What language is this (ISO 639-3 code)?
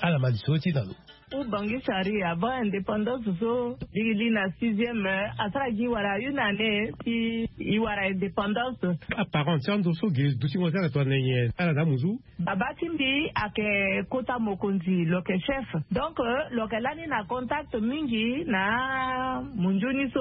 sag